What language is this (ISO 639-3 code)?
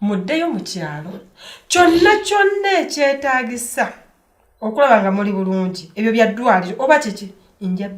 lug